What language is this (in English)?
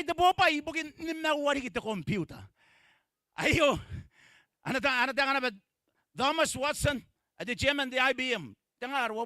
Gilbertese